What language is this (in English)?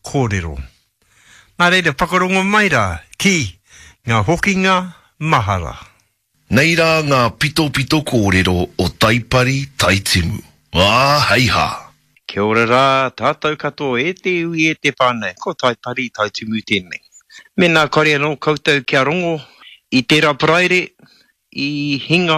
Māori